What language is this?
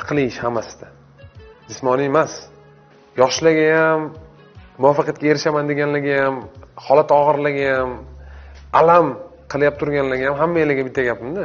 Uzbek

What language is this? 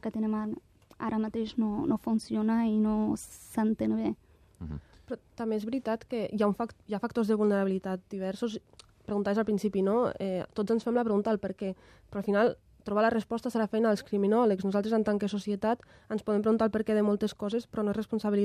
Catalan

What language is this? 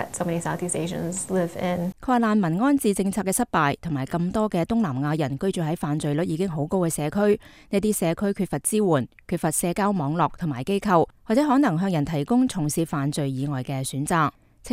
Cantonese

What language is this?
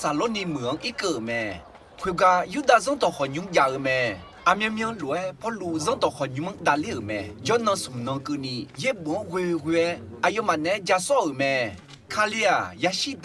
Akha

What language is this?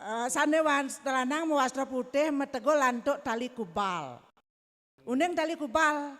Balinese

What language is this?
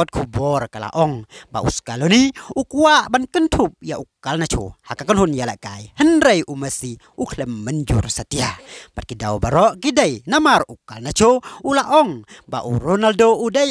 Khasi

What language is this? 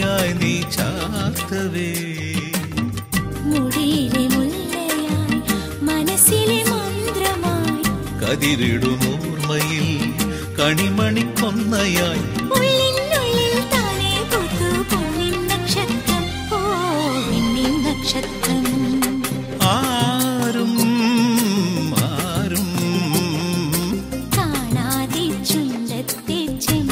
Malayalam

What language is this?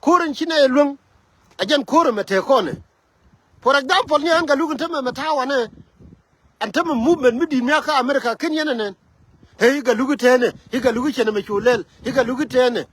Nuer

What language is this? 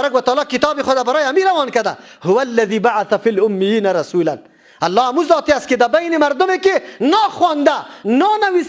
Persian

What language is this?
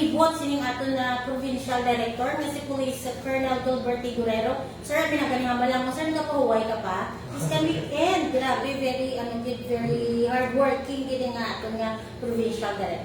Hiligaynon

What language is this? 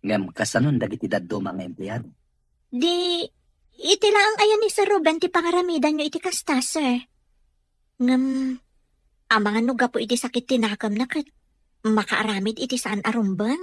Iloko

